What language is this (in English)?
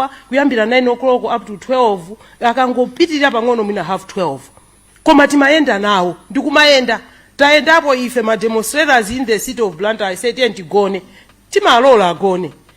Nyanja